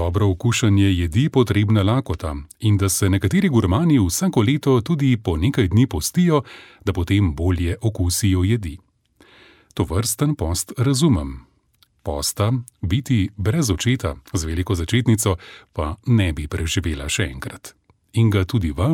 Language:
Slovenian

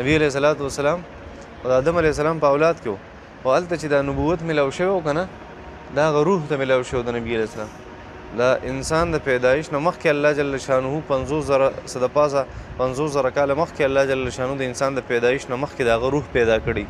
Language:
Pashto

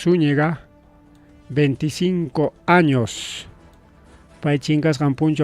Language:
Ayacucho Quechua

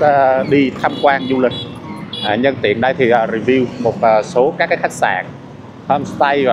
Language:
Vietnamese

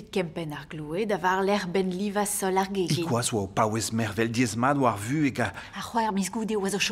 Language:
Breton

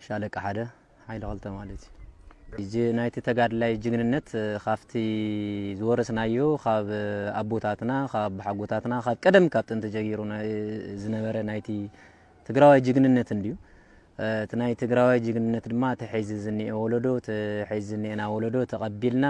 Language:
Tigrinya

